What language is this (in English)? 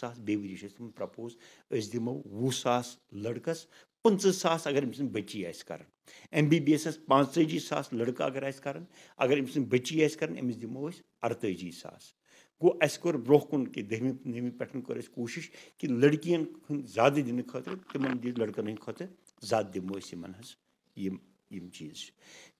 Kashmiri